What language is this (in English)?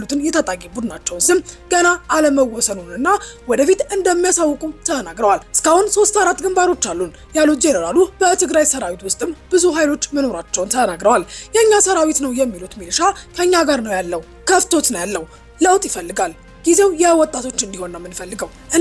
Amharic